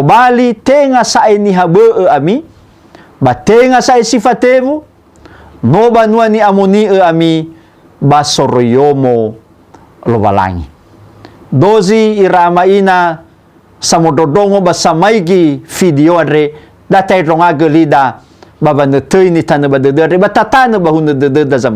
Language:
Nias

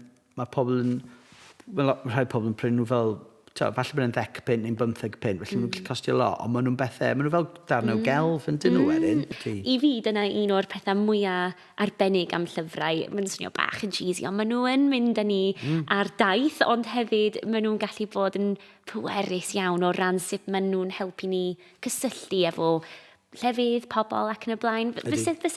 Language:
Welsh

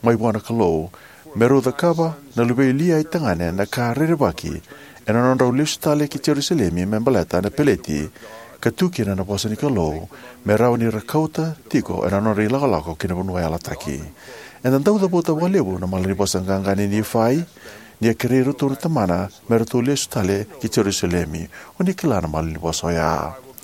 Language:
Fijian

